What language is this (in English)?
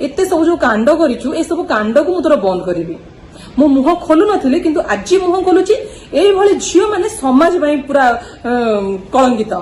Odia